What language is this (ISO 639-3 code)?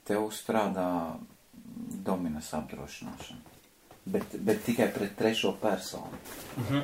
lav